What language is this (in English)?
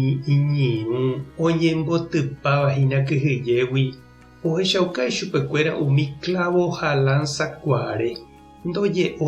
Guarani